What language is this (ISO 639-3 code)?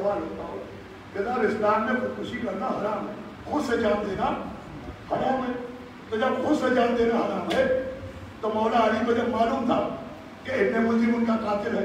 urd